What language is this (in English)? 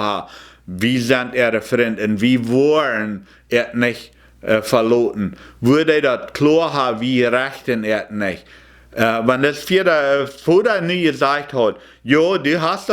Plautdietsch